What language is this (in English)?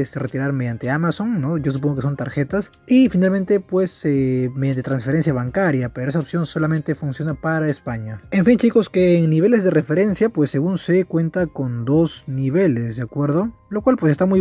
Spanish